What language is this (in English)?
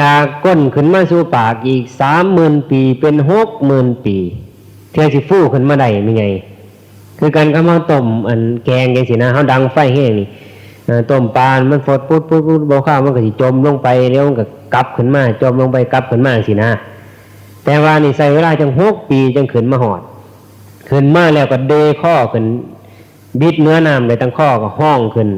Northeastern Thai